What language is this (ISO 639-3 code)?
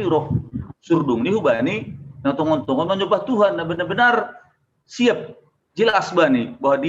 bts